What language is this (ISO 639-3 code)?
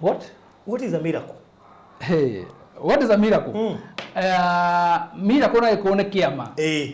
kik